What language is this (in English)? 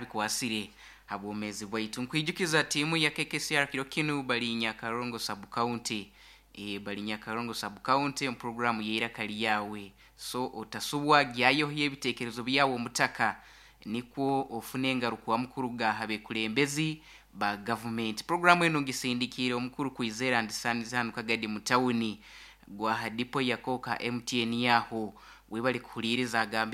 Nyankole